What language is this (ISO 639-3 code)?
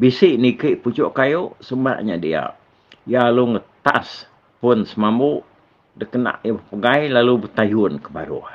iba